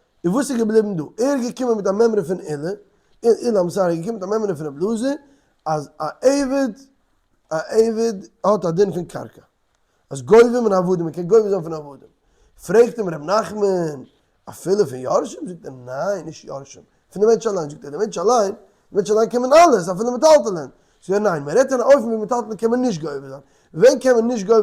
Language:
Yiddish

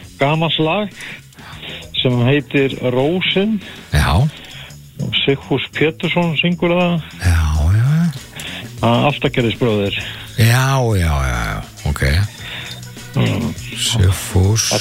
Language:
Icelandic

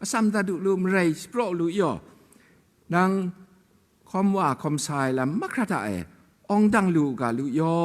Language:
Kachin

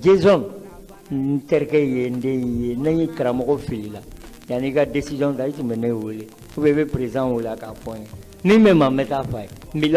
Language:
Bambara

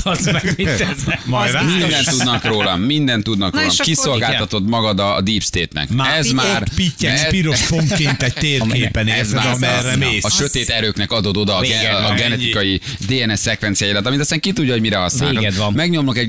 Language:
Hungarian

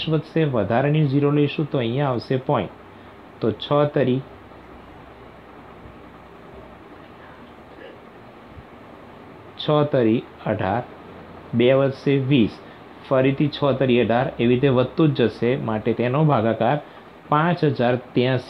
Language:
Gujarati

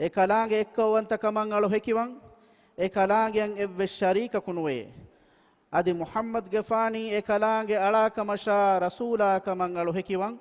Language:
Divehi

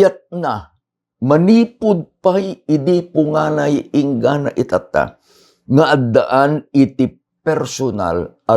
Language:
Iloko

